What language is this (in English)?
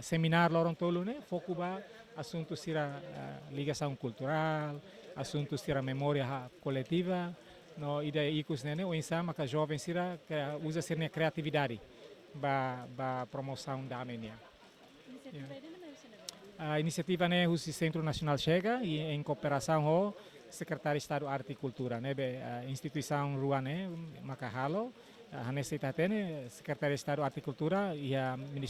Tetum